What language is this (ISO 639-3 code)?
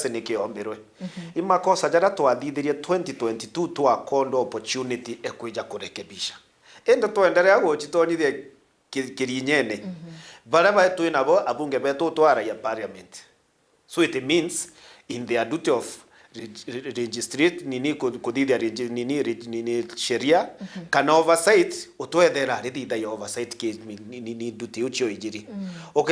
mer